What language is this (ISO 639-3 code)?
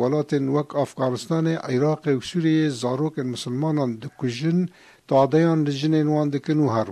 kur